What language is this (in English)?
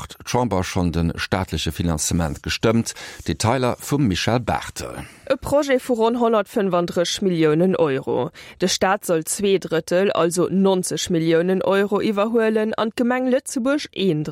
Luxembourgish